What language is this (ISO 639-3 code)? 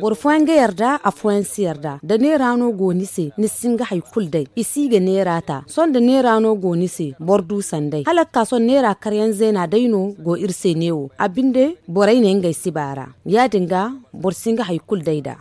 dje